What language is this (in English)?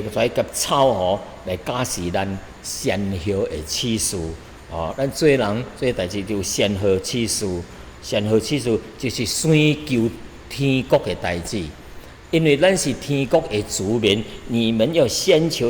Min Nan Chinese